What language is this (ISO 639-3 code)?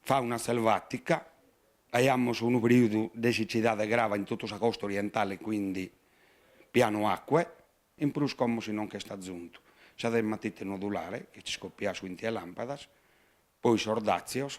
srd